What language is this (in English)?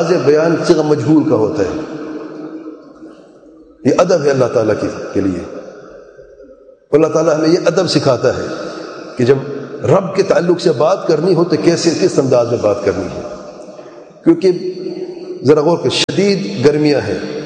Urdu